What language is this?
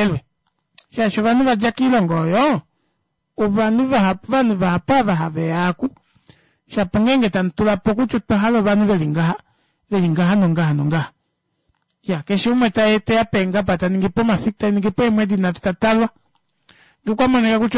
Kuanyama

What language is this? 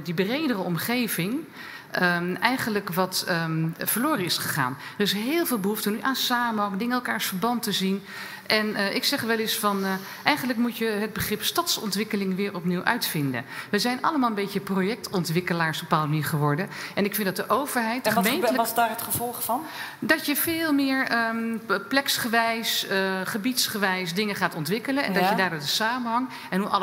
Dutch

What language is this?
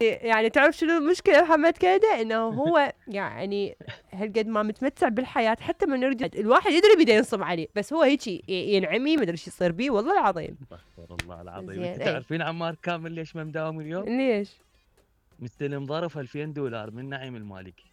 Mesopotamian Arabic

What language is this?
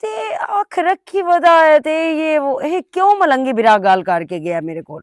Western Panjabi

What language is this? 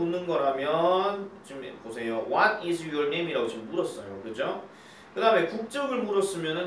Korean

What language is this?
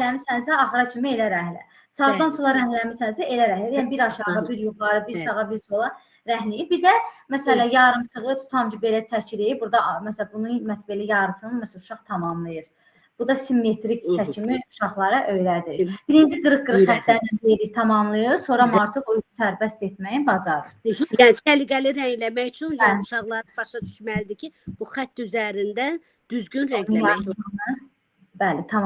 Azerbaijani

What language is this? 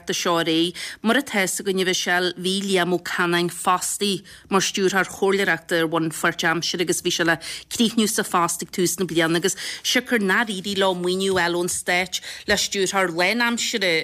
Irish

